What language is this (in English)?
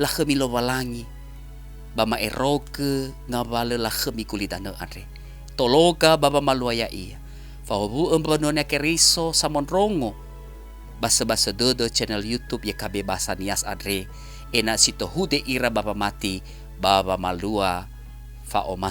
Nias